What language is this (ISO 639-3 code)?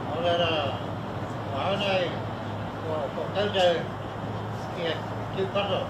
mri